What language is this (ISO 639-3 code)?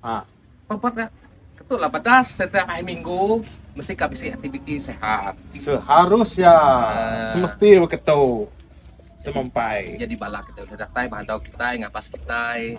iba